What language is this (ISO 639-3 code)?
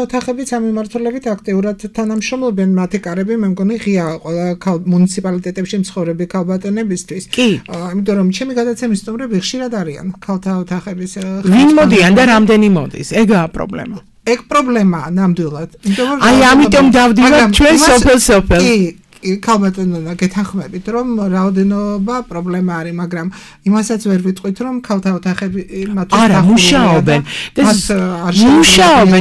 kat